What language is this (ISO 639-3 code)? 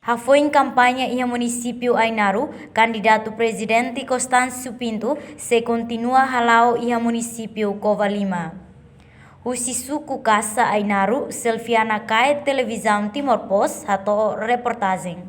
tet